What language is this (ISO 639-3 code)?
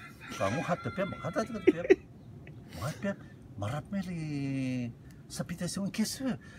rtm